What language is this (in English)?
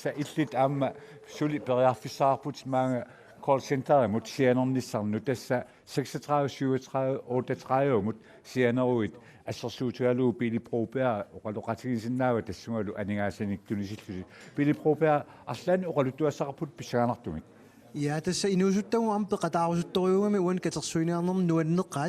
Kalaallisut